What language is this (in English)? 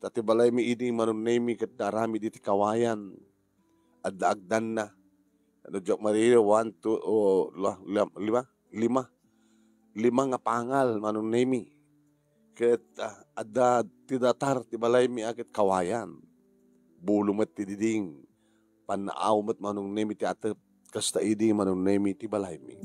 Iloko